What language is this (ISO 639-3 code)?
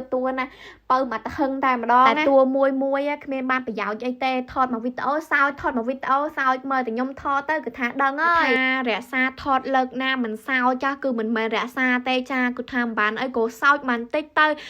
khm